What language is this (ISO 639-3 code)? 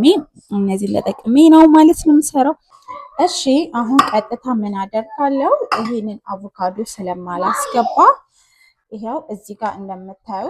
amh